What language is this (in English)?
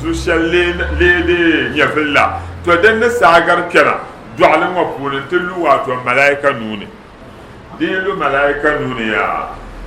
Dagbani